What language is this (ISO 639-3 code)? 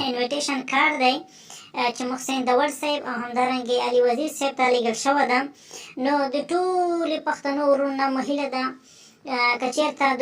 pus